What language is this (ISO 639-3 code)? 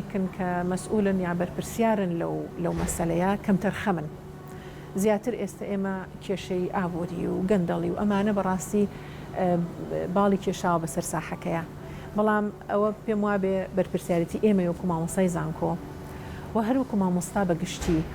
ckb